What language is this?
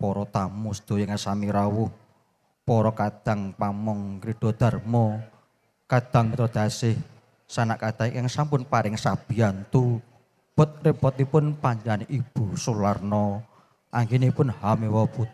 Javanese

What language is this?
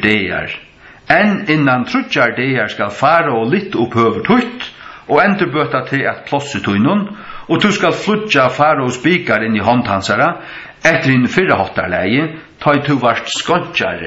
Faroese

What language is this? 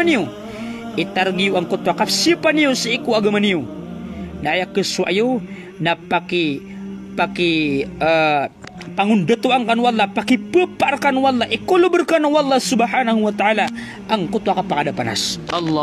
Maranao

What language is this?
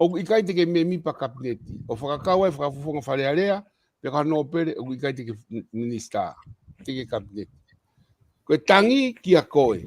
Tongan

